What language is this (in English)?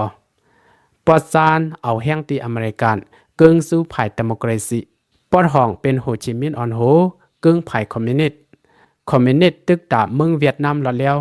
Shan